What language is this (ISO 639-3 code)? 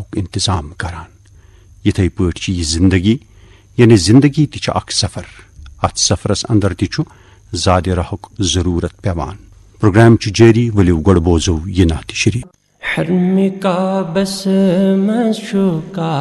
kas